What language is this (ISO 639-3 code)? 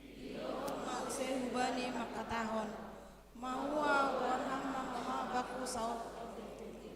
bts